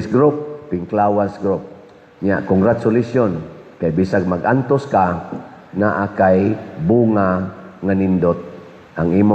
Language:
Cebuano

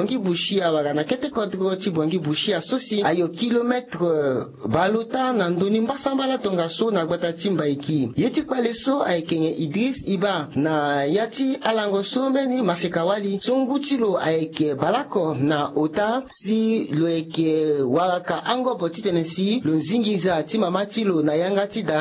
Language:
Sango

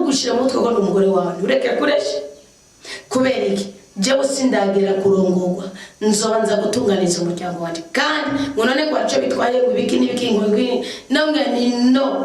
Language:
Rundi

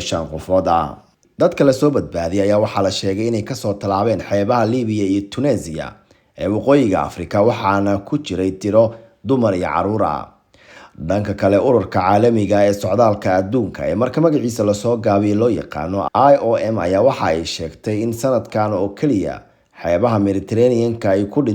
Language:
Somali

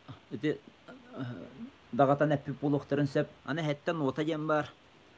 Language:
Yakut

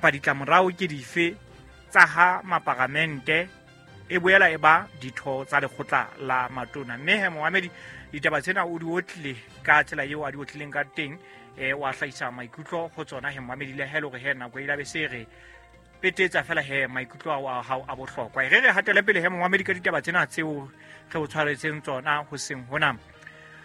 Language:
Southern Sotho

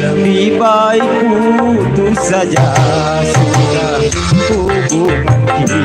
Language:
Betawi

